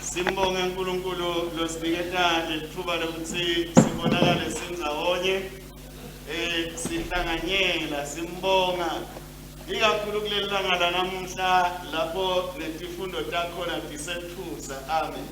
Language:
Swati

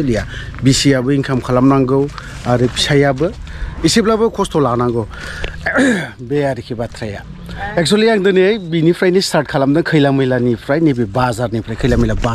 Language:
Bodo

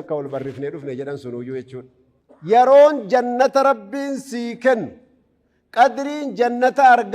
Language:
Oromo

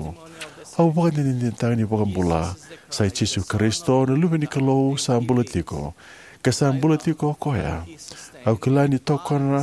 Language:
Fijian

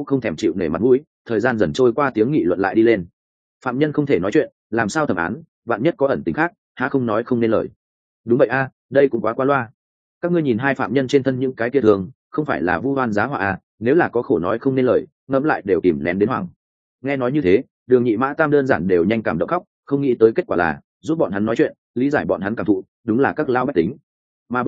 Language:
Vietnamese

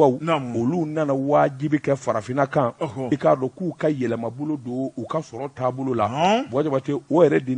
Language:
Bambara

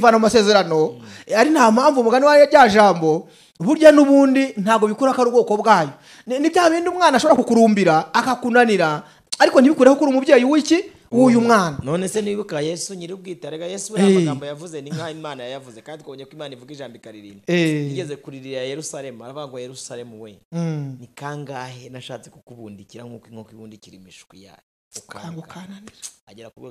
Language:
Kinyarwanda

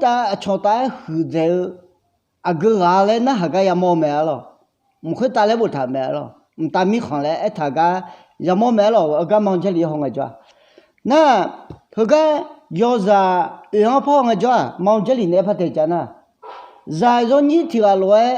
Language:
Akha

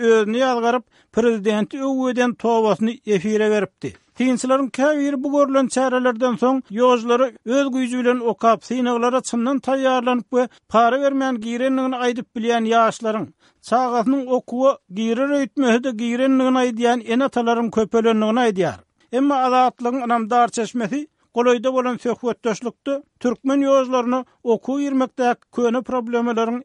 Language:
Turkmen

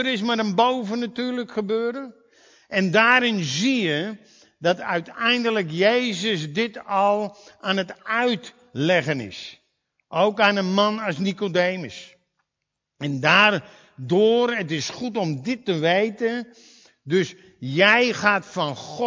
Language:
Dutch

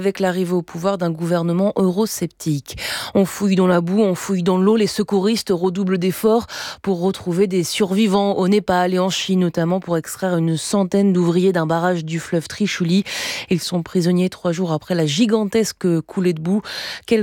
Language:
French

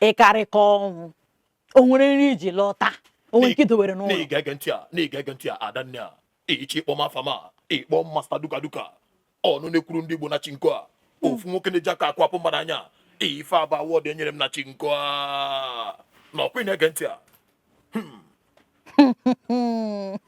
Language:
Igbo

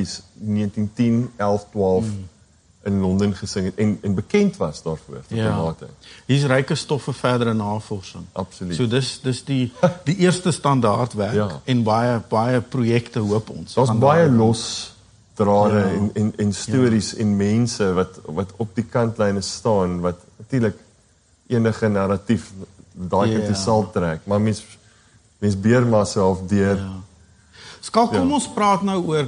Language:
Afrikaans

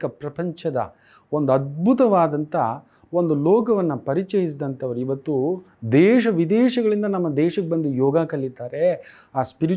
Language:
Kannada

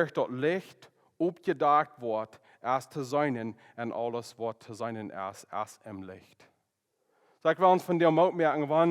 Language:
Plautdietsch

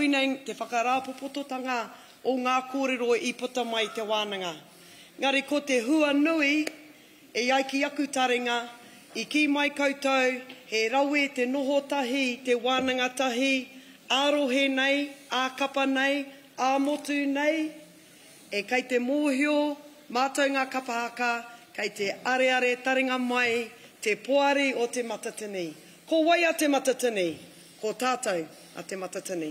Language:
Māori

